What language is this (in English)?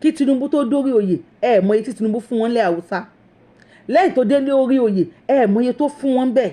Yoruba